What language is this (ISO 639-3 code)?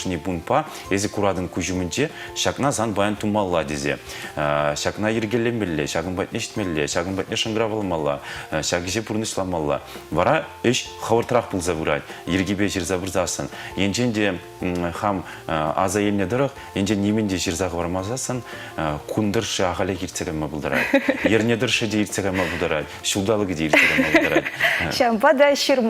chv